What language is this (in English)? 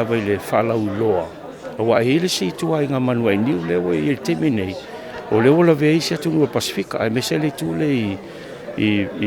Samoan